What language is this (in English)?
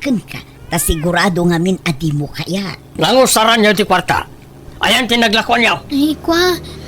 Iloko